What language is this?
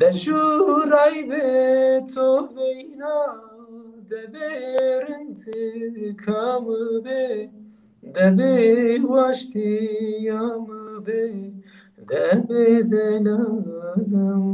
Zaza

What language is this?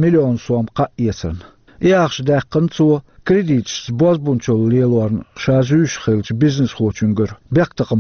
Chechen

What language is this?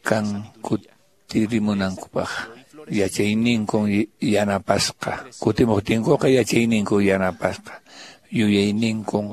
Quechua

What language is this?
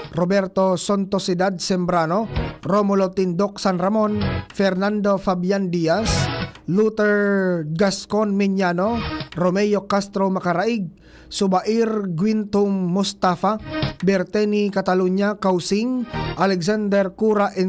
Bikol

